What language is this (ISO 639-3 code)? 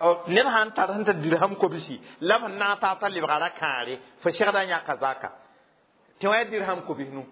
mos